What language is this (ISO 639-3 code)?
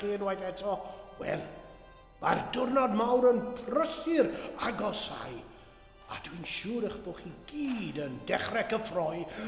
cym